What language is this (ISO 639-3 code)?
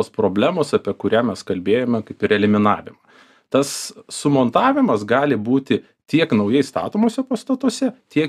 lit